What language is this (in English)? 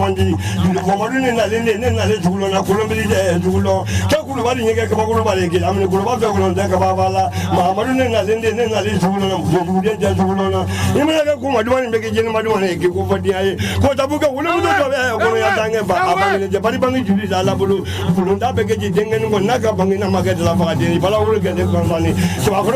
Bambara